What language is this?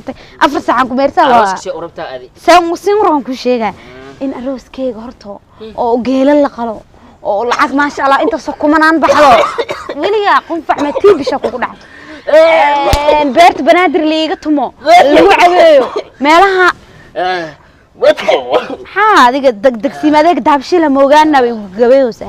Somali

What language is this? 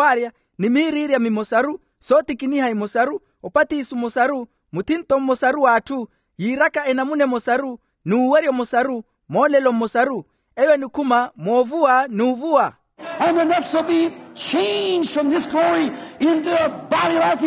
Makhuwa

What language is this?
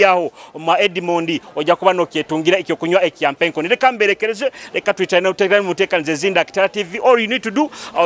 Nyoro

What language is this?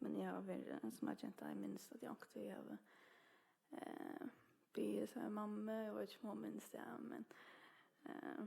Faroese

